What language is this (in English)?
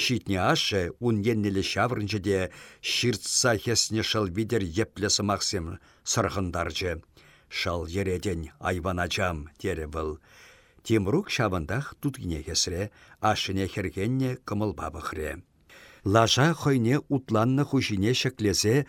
Chuvash